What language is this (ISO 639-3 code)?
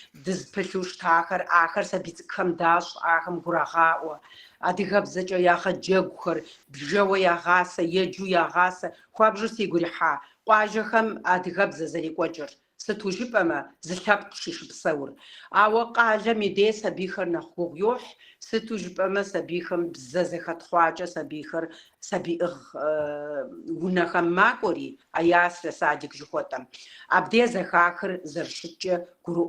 kbd